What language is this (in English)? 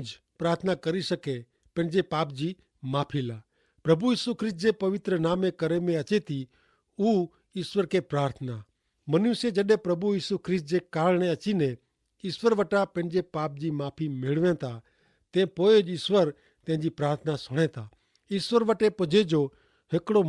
Kachhi